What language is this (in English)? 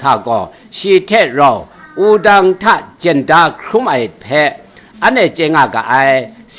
Kachin